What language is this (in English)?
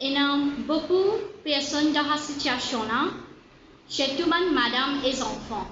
Morisyen